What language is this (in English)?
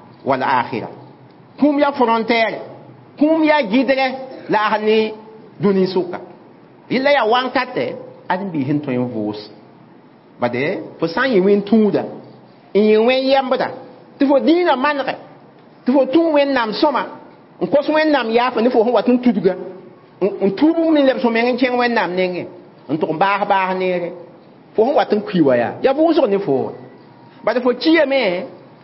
Mossi